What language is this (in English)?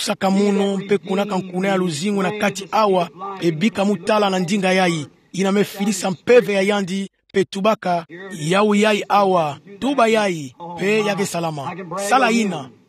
Kituba (Democratic Republic of Congo)